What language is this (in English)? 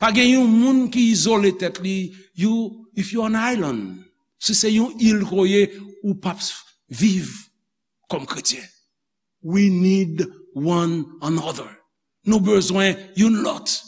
Haitian Creole